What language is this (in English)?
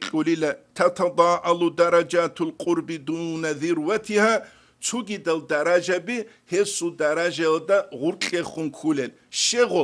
Avaric